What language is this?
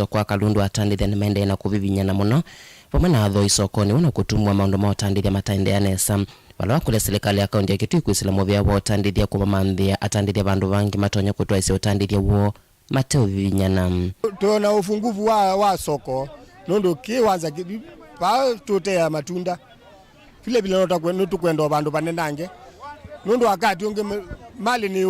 Kamba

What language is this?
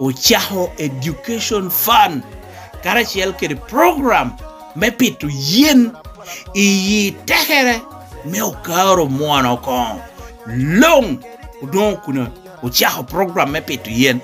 Lango (Uganda)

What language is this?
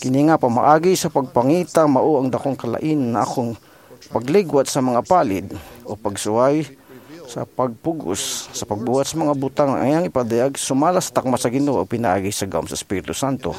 Cebuano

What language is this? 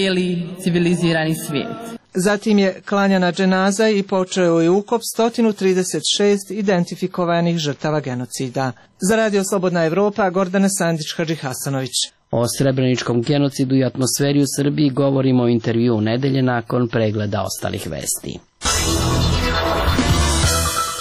Serbian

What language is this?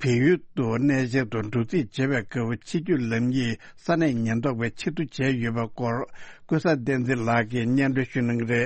Tibetan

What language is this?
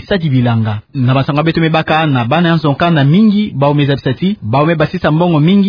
Kituba (Democratic Republic of Congo)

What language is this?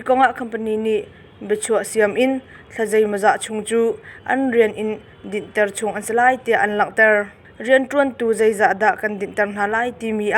Hakha Chin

